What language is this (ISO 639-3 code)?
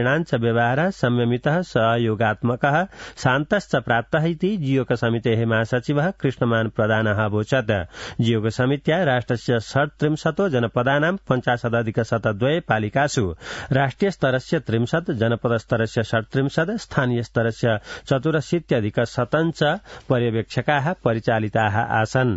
san